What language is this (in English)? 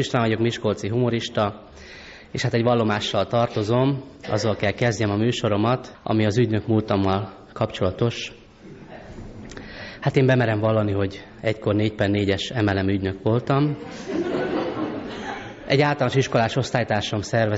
Hungarian